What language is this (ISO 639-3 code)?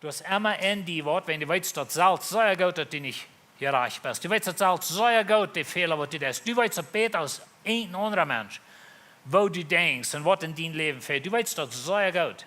pdt